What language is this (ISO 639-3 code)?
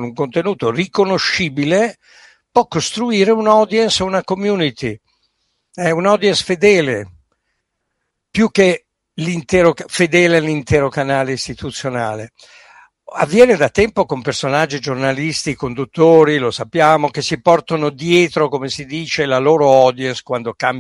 ita